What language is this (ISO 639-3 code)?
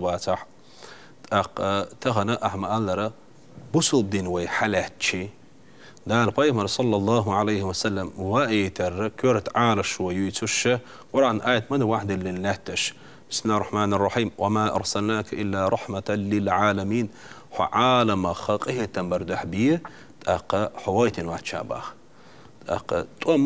che